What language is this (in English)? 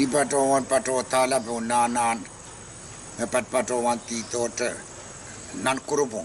Pohnpeian